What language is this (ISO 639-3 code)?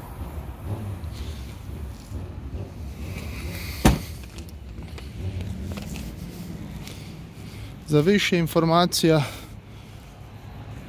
hrv